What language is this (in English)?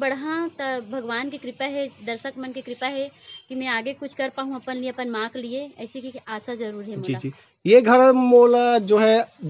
Chhattisgarhi